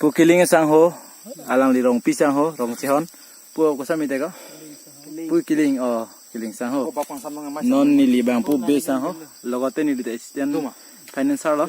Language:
Karbi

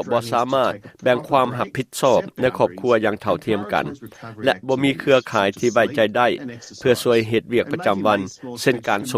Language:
Lao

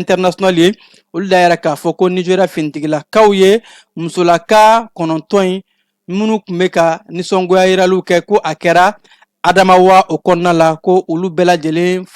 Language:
Bambara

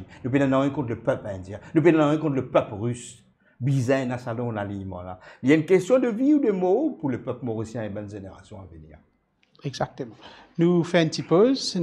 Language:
Morisyen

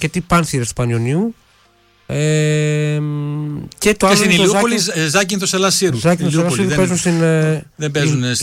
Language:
Greek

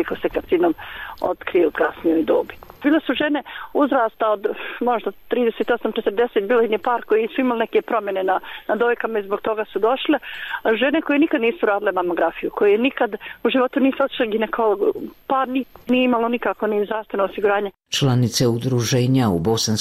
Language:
Bosnian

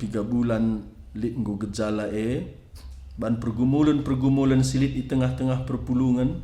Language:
Batak Karo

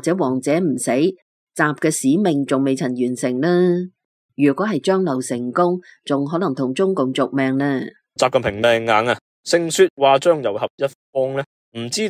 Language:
Cantonese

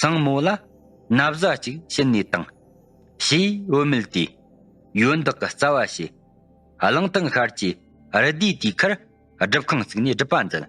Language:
Tibetan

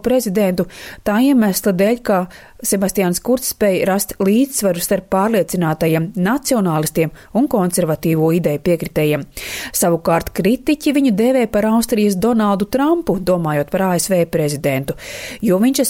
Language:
Latvian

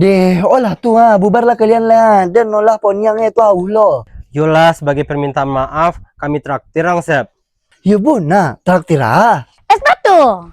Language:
Minangkabau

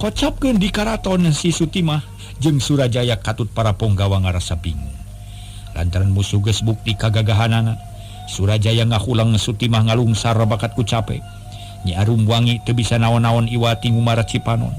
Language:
Sundanese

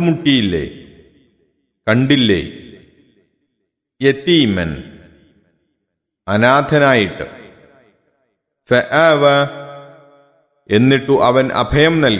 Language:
Malayalam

